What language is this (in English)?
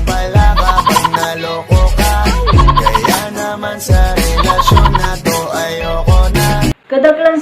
Bikol